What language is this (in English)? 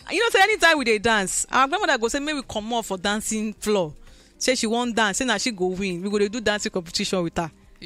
Nigerian Pidgin